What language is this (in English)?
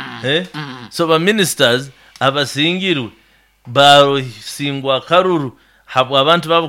Nyoro